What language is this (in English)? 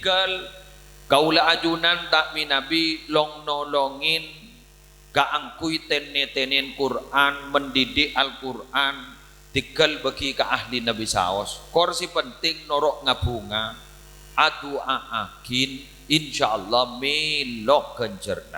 Madurese